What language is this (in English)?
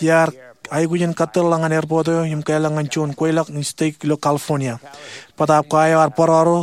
Marshallese